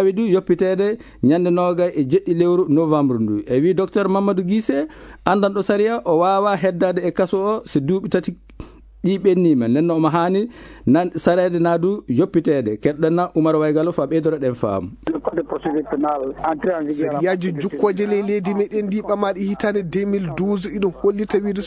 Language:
Fula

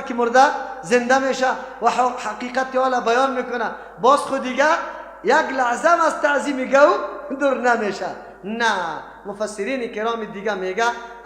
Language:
Persian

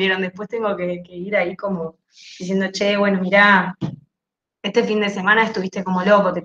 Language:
Spanish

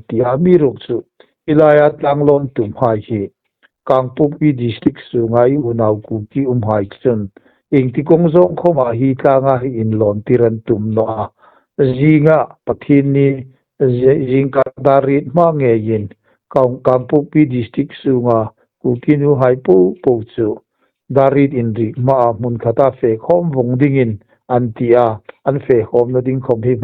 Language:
Hmar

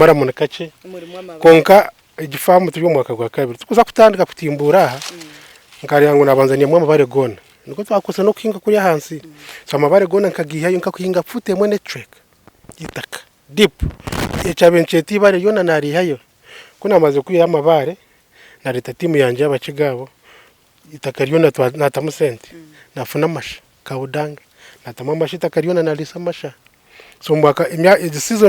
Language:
Nyankole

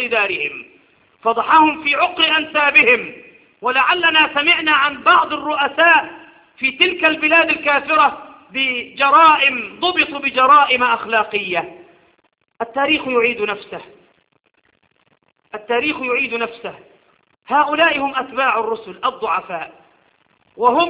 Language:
Arabic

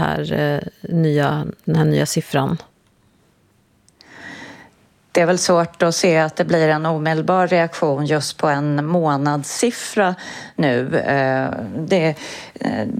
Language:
Swedish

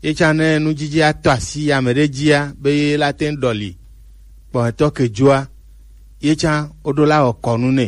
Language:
Gen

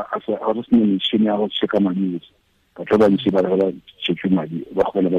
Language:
Tswana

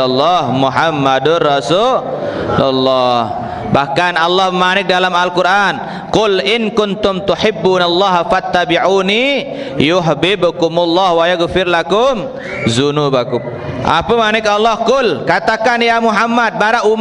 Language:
Sasak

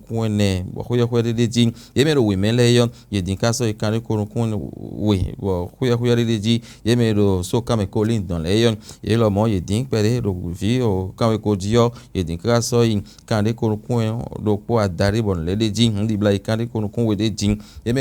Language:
Fon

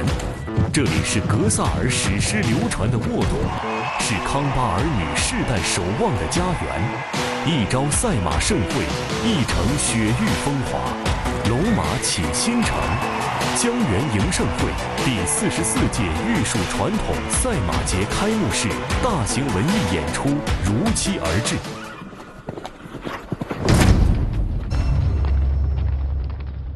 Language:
Chinese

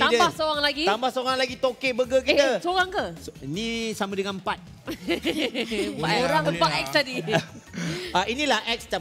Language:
Malay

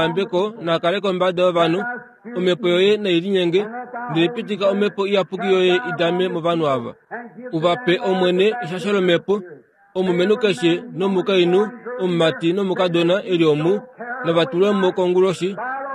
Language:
Kuanyama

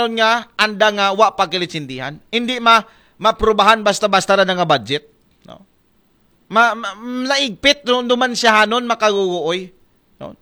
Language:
Aklanon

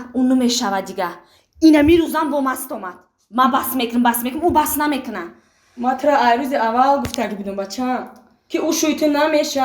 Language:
Tajik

